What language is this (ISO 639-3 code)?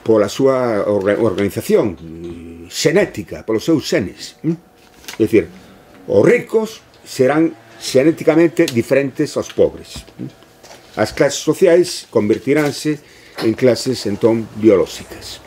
glg